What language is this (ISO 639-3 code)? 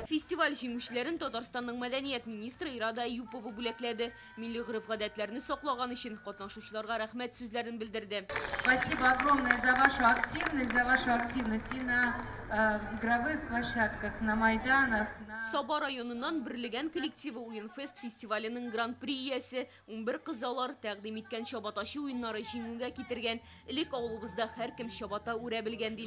tat